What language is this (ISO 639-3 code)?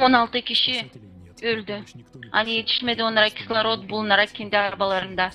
gag